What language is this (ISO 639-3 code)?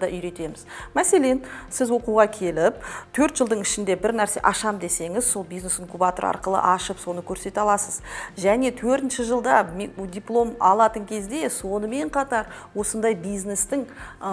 kaz